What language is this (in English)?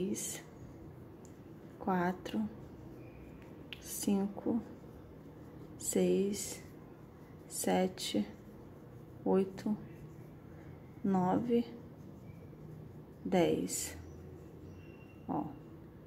Portuguese